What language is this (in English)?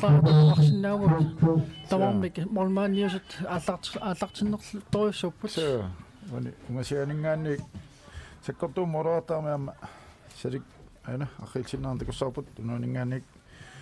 Kalaallisut